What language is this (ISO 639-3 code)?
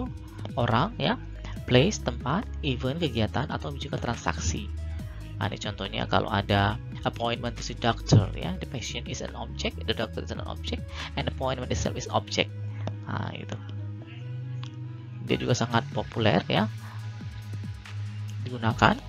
ind